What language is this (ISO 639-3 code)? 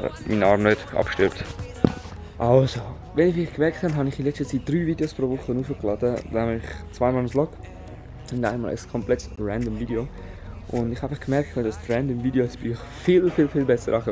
gsw